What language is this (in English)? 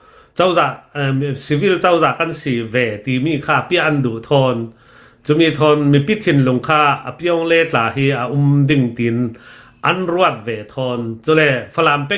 Hakha Chin